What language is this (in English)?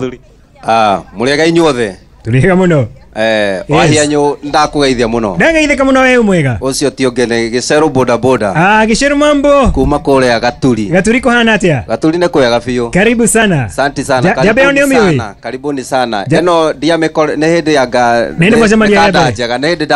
Kikuyu